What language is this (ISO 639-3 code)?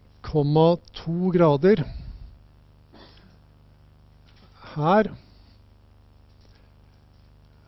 nor